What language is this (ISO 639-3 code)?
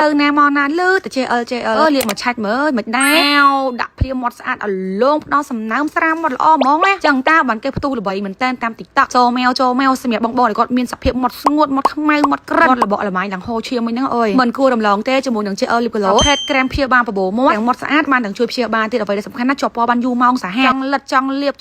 khm